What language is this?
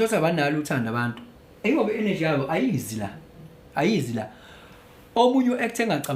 Zulu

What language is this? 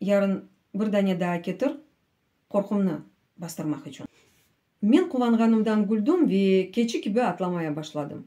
Crimean Tatar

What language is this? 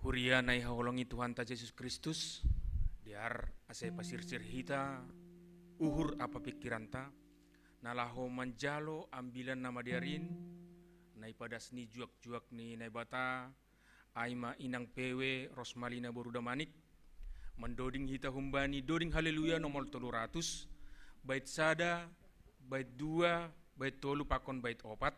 Batak Simalungun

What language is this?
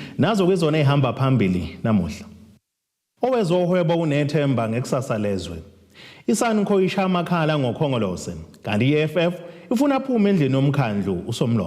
Zulu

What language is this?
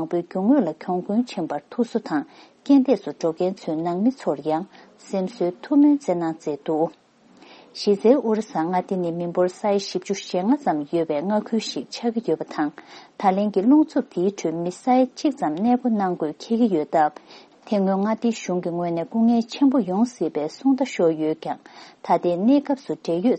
Tibetan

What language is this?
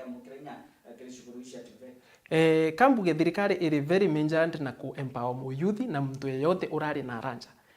Meru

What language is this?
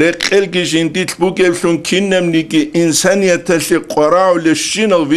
Avaric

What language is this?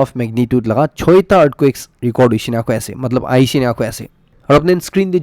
Naga Pidgin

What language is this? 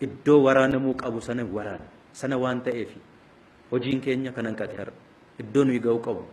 Oromo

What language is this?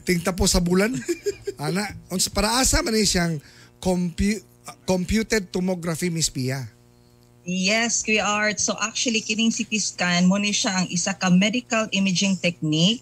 Cebuano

